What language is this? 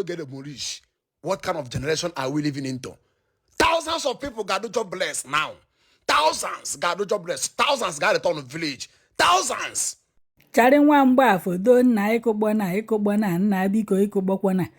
Igbo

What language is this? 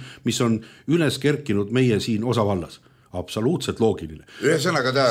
Estonian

